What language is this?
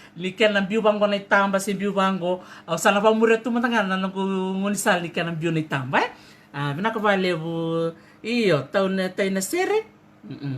Fijian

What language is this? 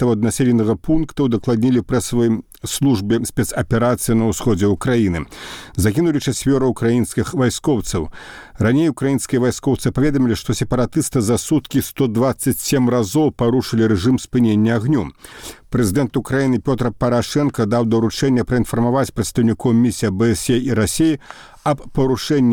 Belarusian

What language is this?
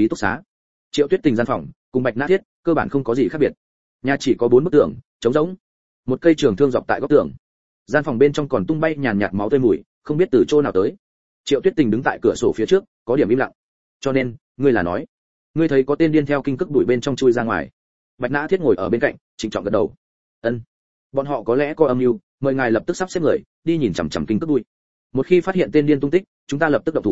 Vietnamese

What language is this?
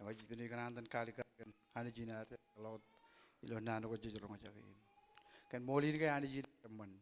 Marshallese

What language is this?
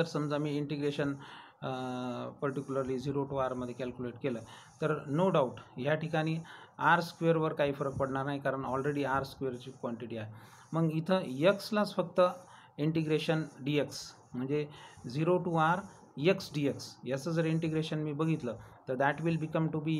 Marathi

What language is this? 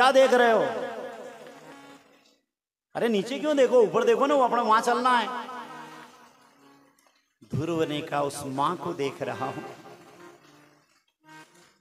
Hindi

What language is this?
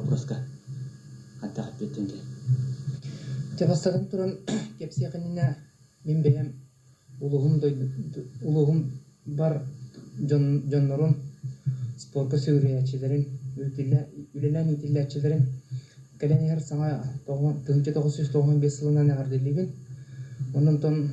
Yakut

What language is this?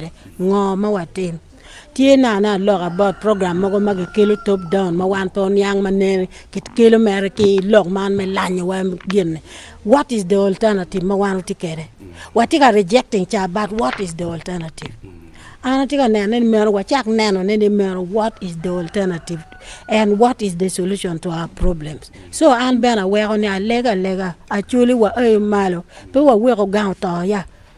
Acoli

